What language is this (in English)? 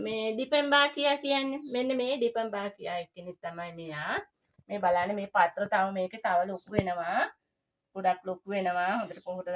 Sinhala